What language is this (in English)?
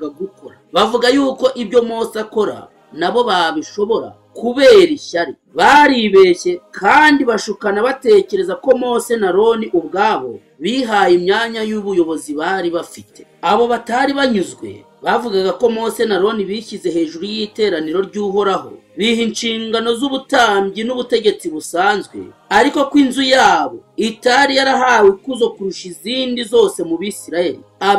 Kinyarwanda